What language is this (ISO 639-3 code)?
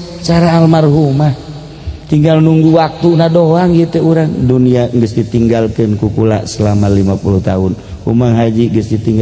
sun